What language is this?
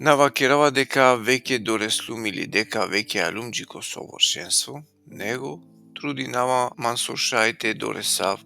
Balkan Romani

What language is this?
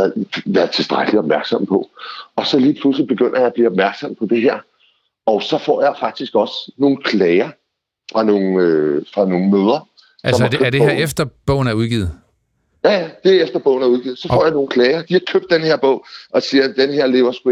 Danish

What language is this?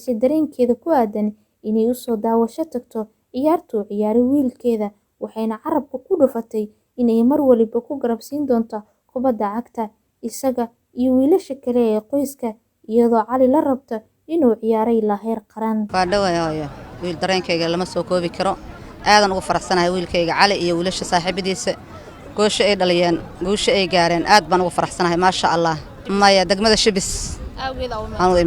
Somali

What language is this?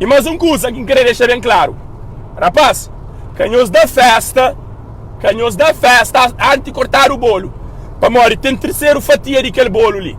Kabuverdianu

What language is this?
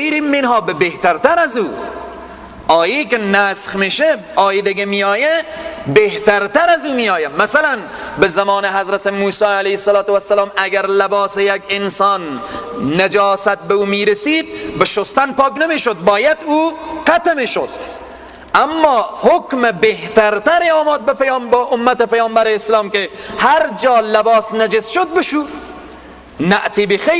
Persian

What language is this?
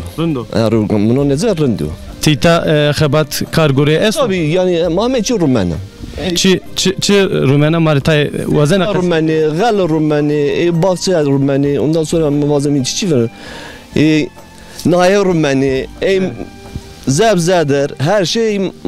Zaza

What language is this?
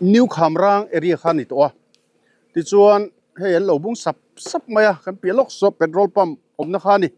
Mizo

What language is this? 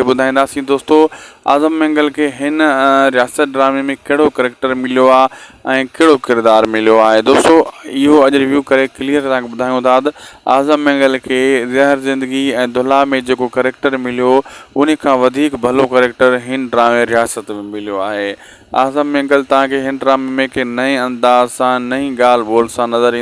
Sindhi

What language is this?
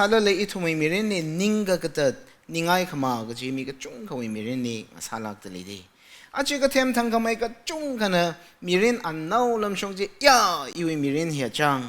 Tangkhul Naga (India)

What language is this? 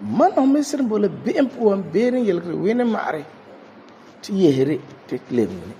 Frafra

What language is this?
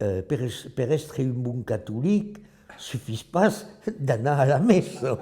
Occitan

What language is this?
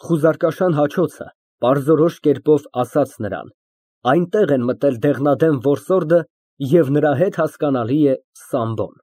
Armenian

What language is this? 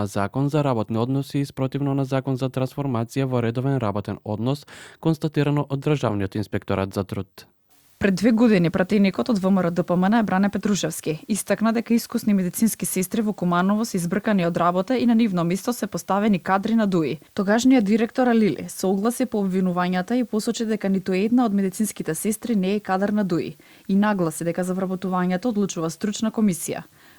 Macedonian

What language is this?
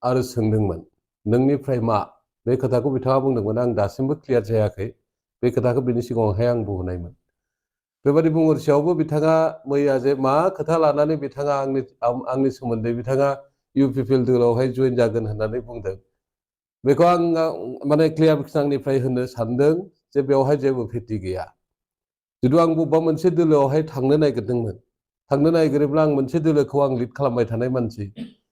Bodo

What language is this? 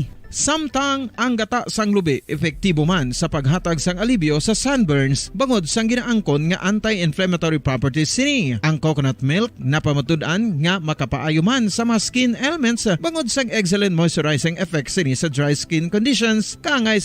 Hiligaynon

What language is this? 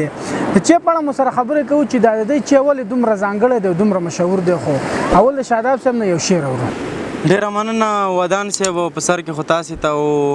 Pashto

